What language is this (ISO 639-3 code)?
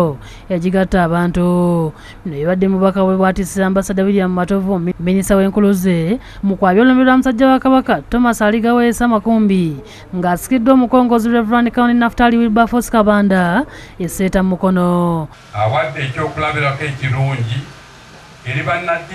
lug